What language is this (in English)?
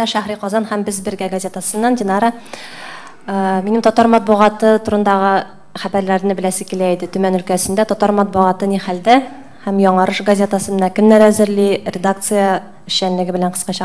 Tatar